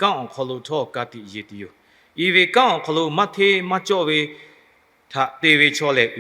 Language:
Lahu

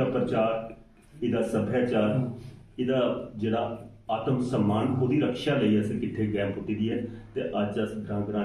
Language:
Dogri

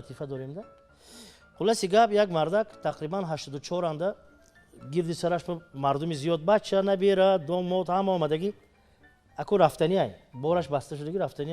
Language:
Tajik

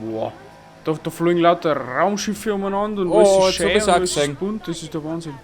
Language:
Bavarian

